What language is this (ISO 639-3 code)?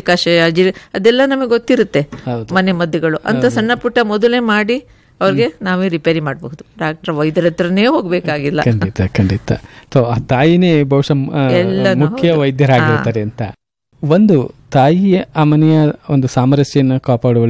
kan